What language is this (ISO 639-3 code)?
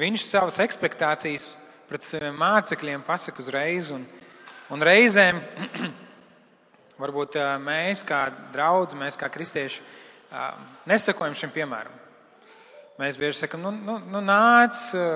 lav